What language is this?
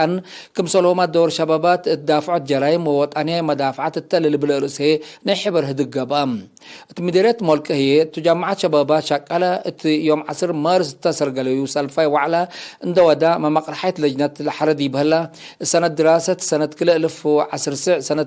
Tigre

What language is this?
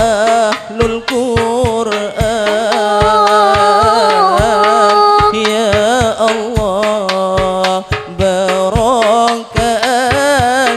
Madurese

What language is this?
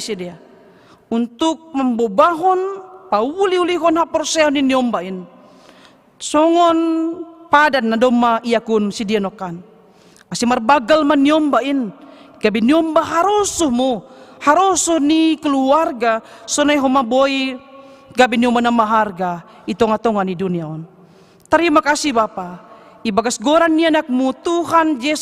Batak Simalungun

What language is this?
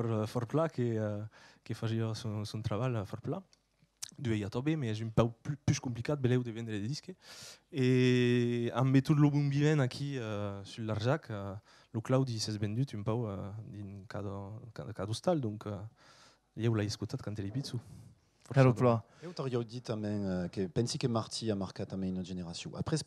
Occitan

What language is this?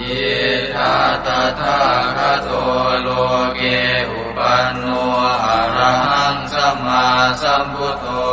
Pali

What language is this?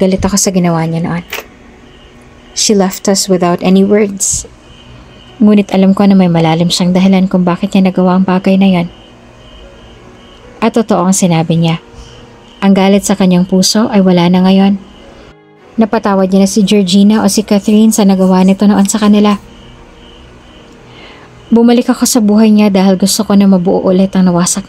Filipino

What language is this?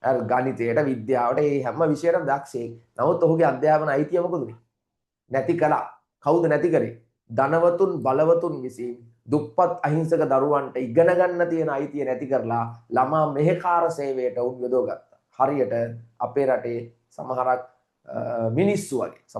Sinhala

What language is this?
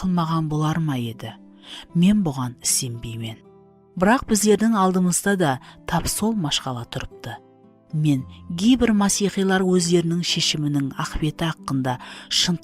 Kara-Kalpak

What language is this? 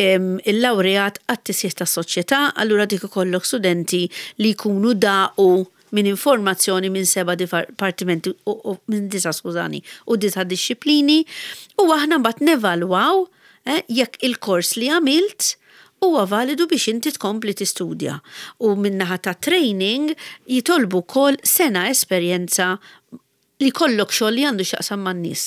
Maltese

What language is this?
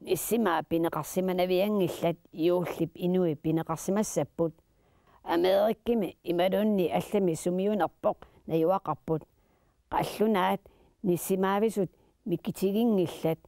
Kalaallisut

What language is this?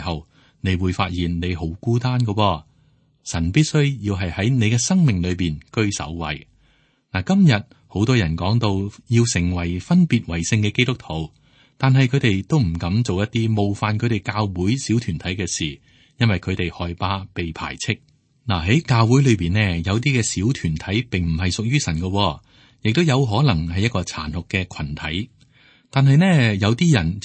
Cantonese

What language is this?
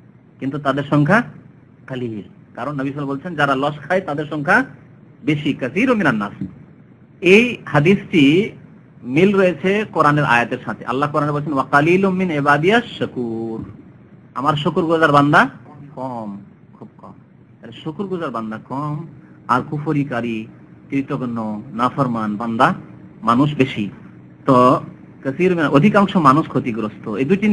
Bangla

